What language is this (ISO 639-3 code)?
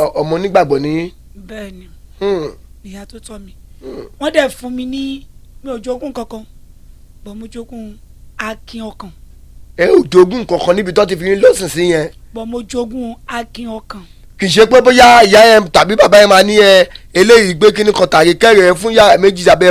yor